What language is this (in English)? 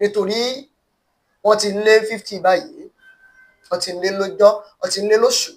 Yoruba